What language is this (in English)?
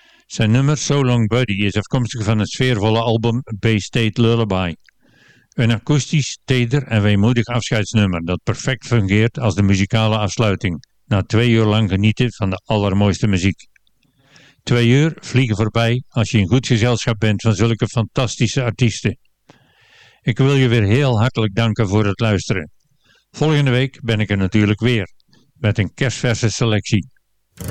Dutch